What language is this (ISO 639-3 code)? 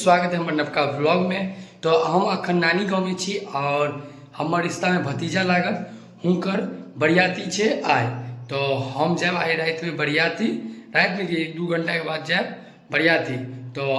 mai